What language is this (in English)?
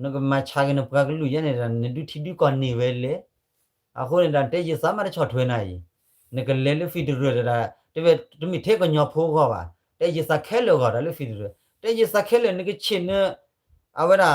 S'gaw Karen